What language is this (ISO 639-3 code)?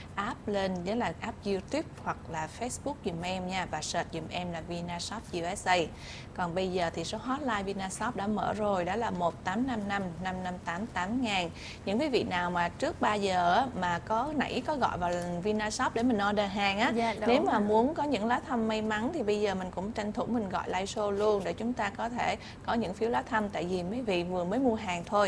vie